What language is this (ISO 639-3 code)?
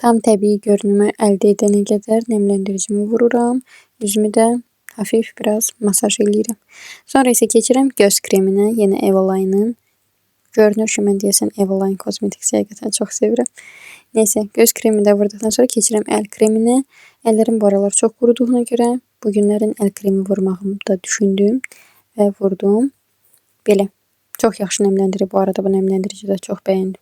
aze